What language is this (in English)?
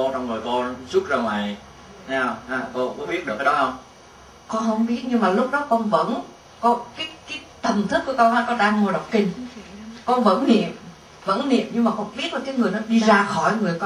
Vietnamese